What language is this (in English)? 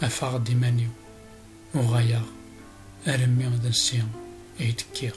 Kabyle